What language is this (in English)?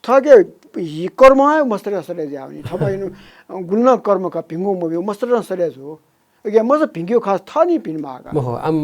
Newari